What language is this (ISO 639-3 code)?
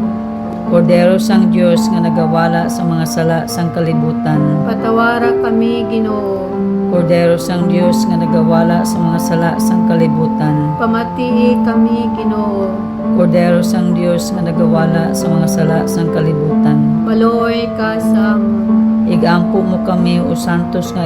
hil